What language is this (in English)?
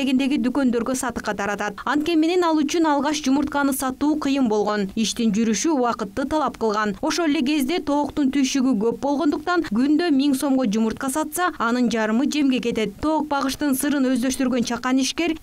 Kyrgyz